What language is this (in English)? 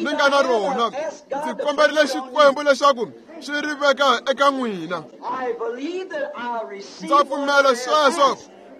Tsonga